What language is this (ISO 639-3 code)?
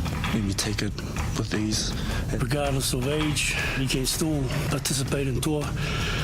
mri